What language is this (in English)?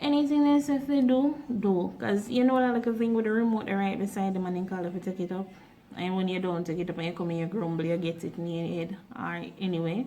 Jamaican Creole English